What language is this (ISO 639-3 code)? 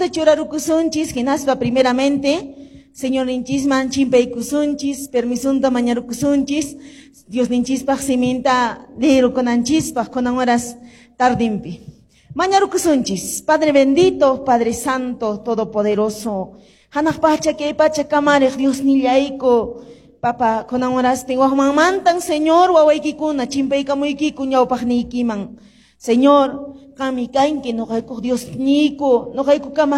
que